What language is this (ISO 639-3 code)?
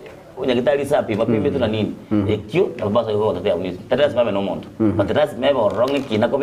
guz